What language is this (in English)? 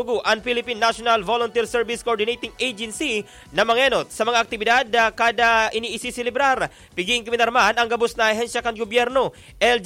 Bikol